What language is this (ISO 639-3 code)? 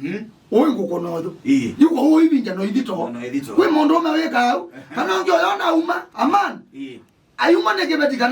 kam